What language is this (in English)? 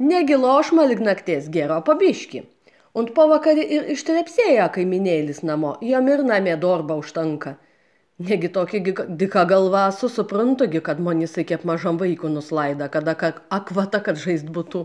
Lithuanian